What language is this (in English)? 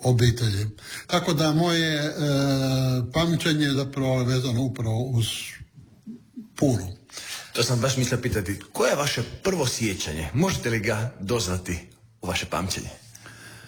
Croatian